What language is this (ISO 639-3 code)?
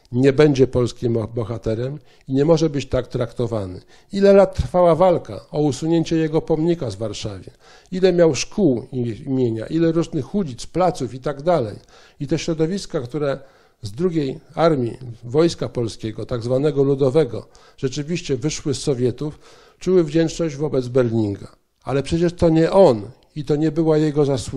pol